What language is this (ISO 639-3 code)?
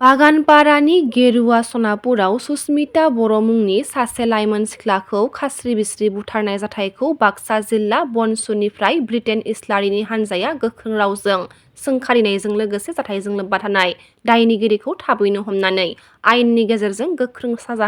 brx